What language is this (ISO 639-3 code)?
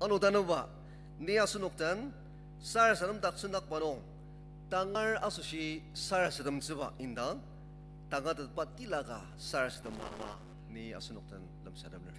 njo